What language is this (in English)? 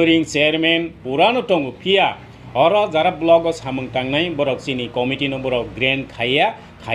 Kok Borok